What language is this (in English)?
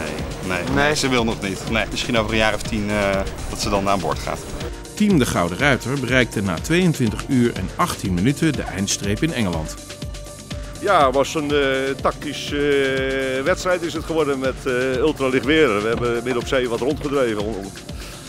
Dutch